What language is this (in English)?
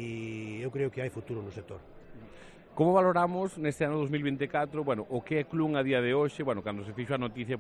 Galician